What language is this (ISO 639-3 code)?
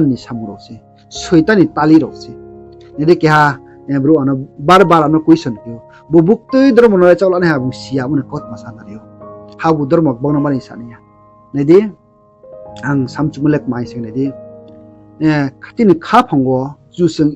ria